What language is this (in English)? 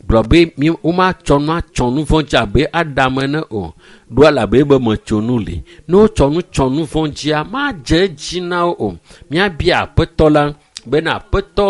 Ewe